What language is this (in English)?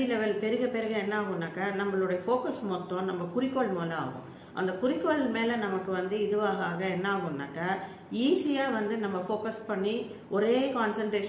Tamil